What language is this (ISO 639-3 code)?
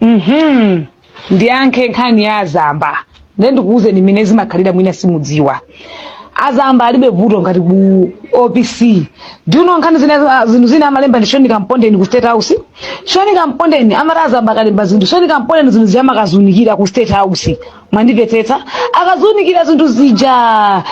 nya